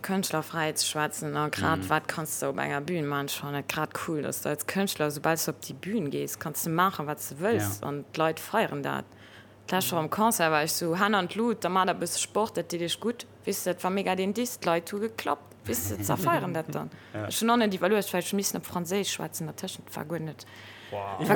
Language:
Luxembourgish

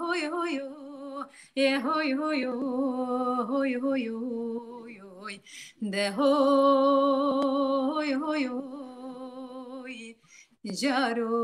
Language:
Kurdish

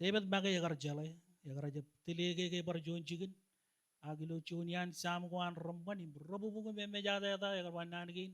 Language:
Marshallese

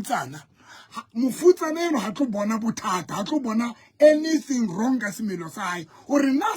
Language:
Southern Sotho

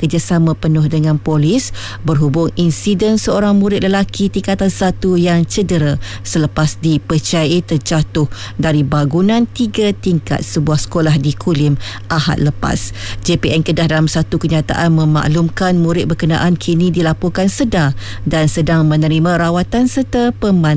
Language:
Malay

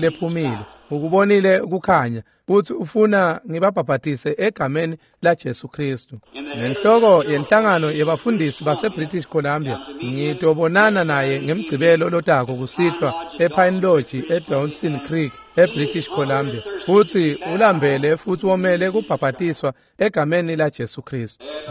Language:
Swati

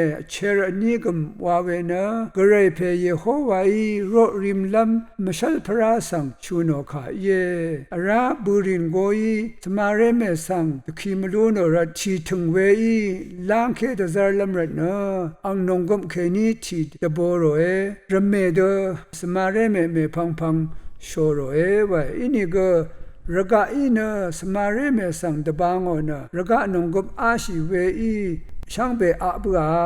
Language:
Rawang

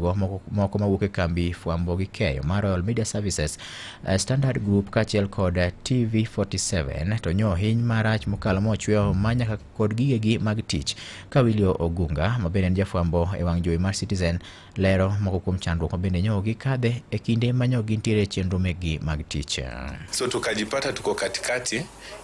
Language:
Luo (Kenya and Tanzania)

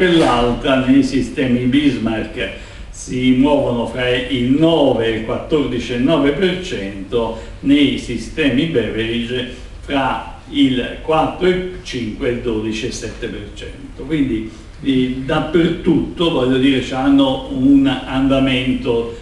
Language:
Italian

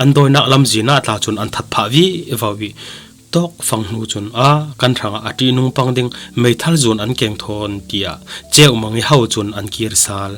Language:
Falam Chin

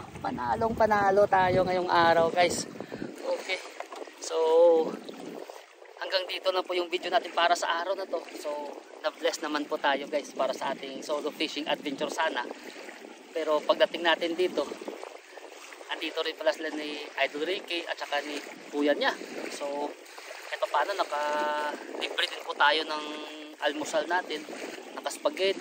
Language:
Filipino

